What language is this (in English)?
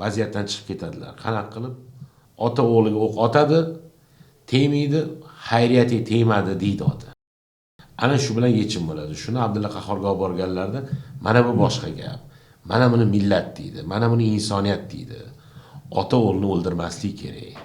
Uzbek